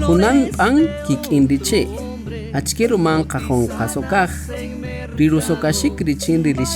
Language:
Kaqchikel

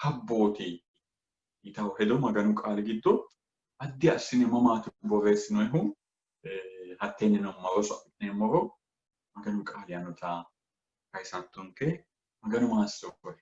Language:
Sidamo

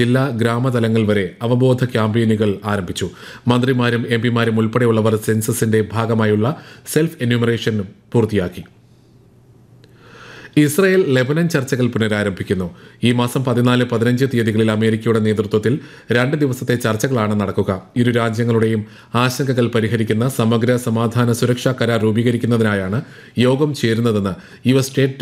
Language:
Malayalam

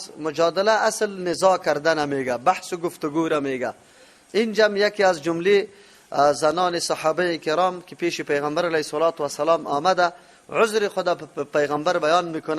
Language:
Persian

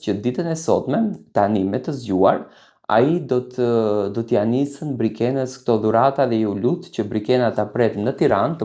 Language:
Albanian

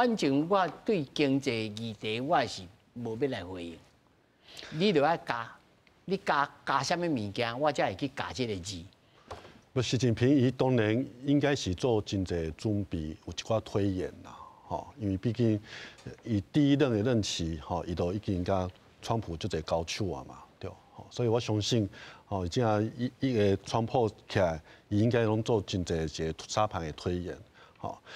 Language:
Min Nan Chinese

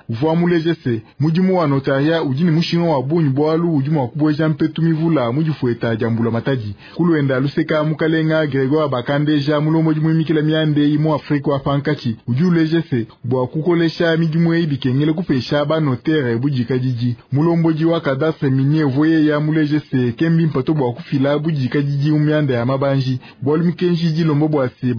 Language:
Luba-Lulua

